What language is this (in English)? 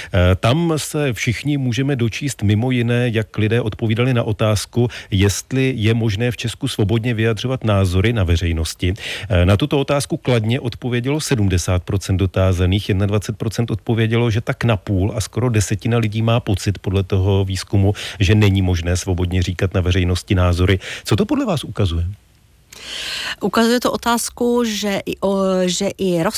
Czech